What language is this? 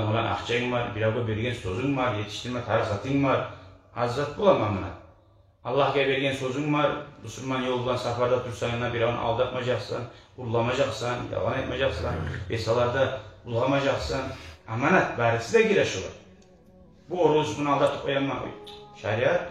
Kumyk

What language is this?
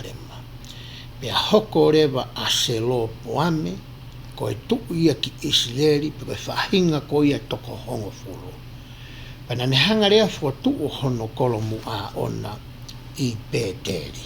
Tongan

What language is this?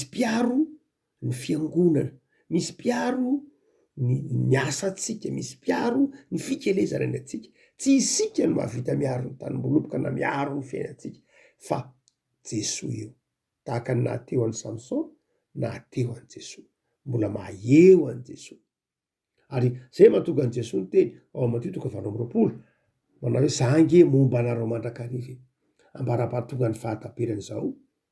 Malagasy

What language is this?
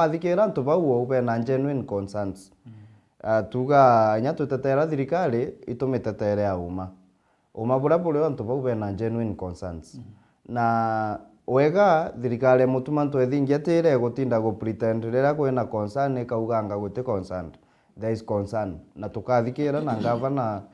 Meru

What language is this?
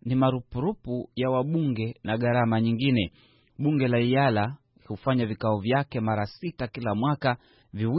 Swahili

